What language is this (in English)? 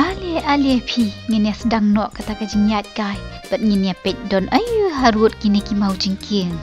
Khasi